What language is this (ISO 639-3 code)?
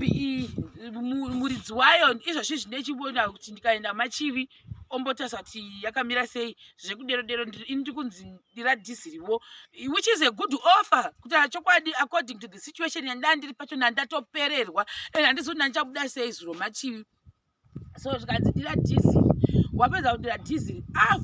sna